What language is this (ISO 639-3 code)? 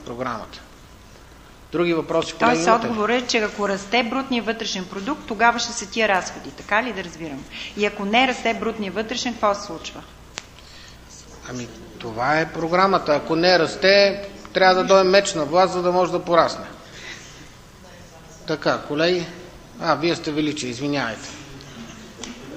bul